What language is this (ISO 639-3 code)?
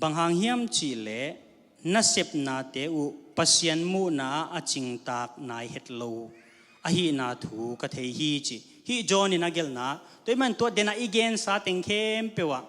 ctd